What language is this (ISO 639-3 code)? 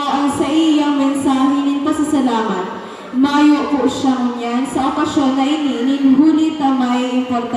bik